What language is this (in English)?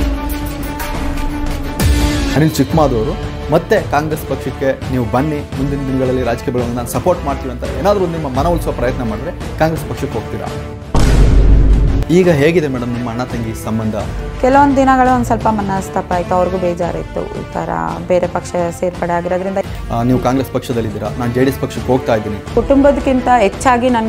Kannada